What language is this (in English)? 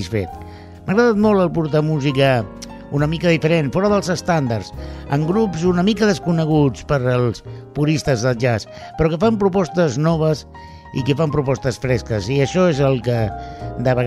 Catalan